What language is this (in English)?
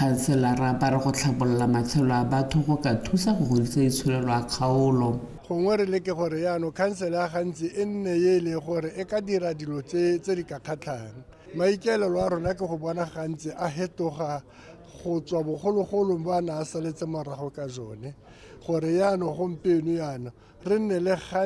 Tswana